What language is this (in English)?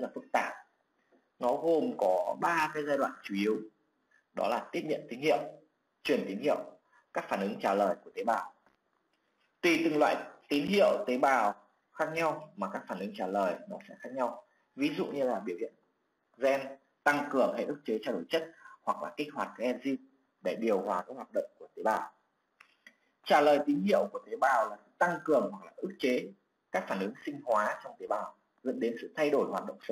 Vietnamese